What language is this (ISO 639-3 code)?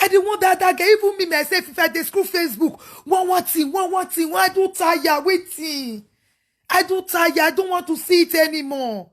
pcm